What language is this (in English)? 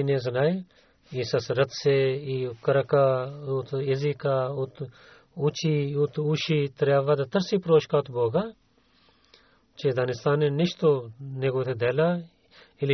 Bulgarian